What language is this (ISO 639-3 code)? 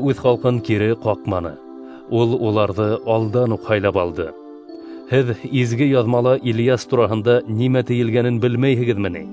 bak